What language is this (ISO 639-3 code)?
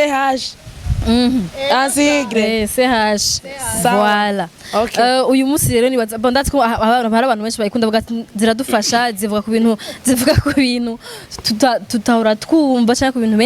run